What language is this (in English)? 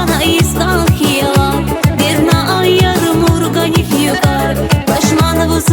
Tabassaran